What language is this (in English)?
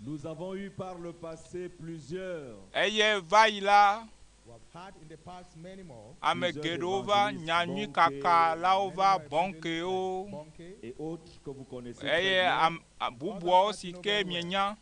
Ewe